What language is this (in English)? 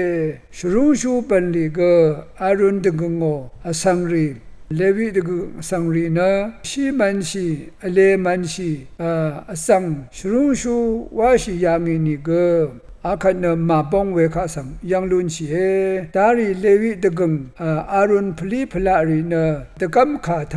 Rawang